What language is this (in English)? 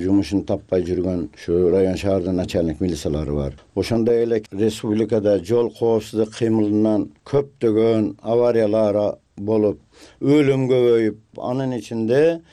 Kyrgyz